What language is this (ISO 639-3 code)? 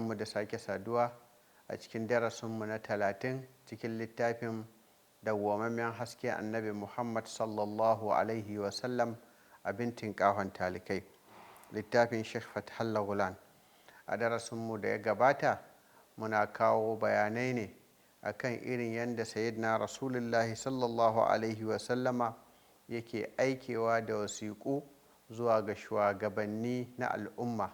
hau